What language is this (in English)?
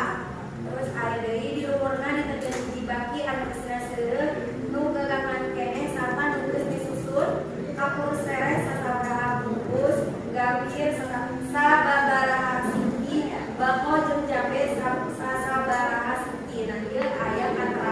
Sundanese